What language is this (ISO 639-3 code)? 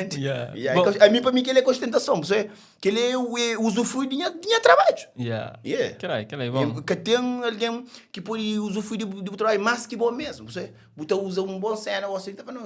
kea